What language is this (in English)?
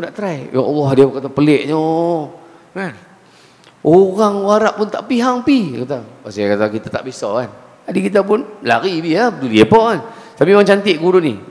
Malay